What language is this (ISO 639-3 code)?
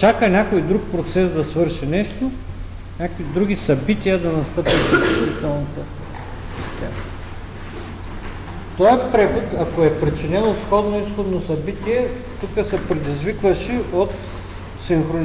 bul